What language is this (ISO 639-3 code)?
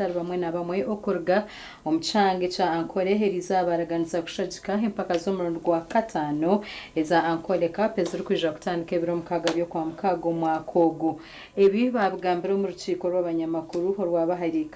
nyn